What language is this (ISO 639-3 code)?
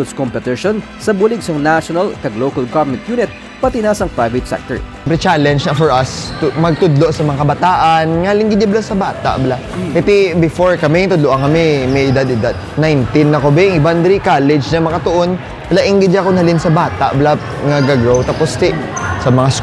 hil